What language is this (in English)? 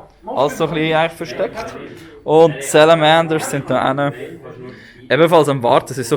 Swiss German